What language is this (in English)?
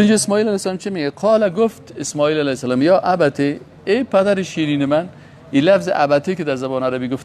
Persian